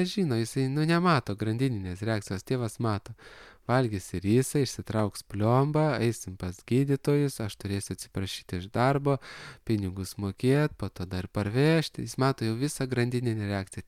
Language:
Lithuanian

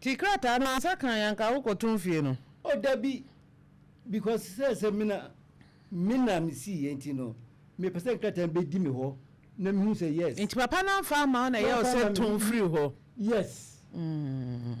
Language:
Akan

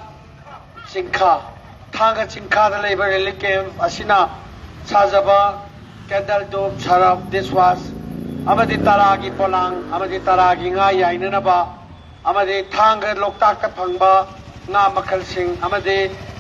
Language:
Manipuri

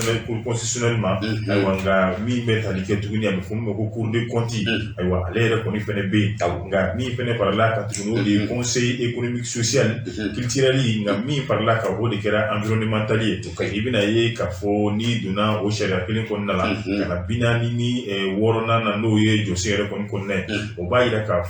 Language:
Bambara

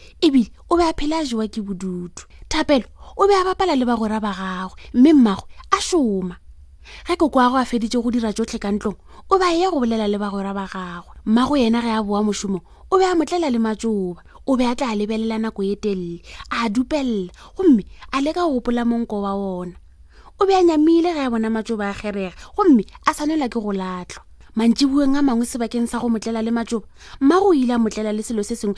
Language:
Northern Sotho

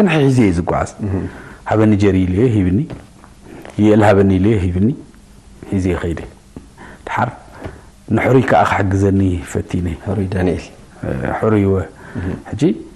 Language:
Tigrinya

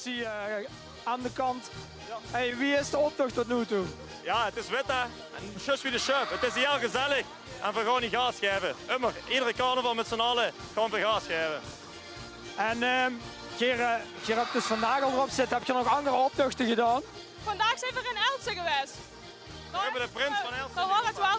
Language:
Limburgish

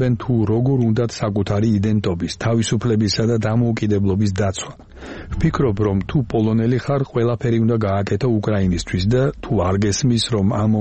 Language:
Georgian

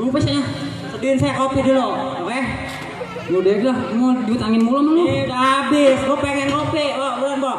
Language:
Betawi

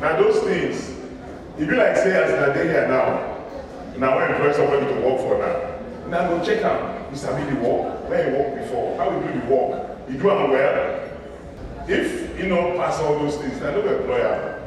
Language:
Nigerian Pidgin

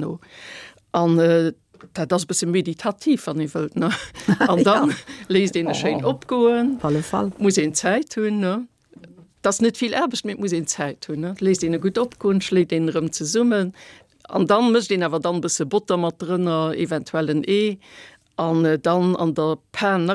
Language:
Luxembourgish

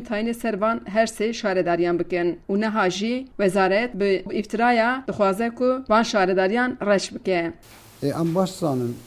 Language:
Kurdish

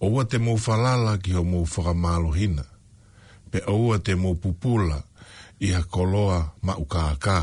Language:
Tongan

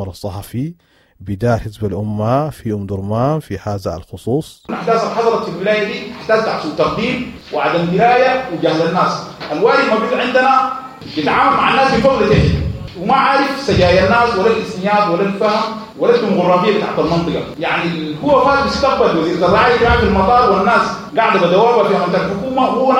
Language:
Sudanese Arabic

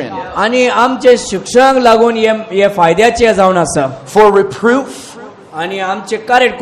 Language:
Konkani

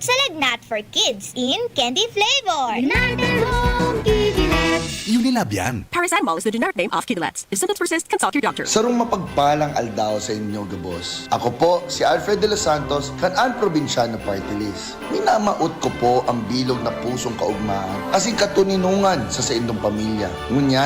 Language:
Bikol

